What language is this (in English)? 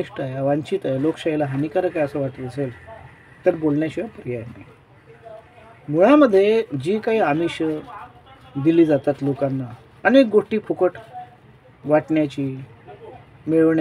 Marathi